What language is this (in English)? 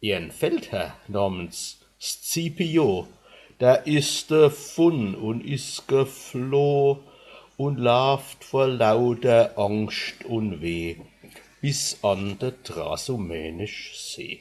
Palatine German